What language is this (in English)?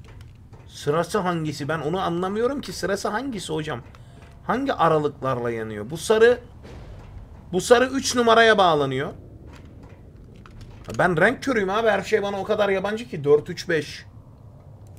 Turkish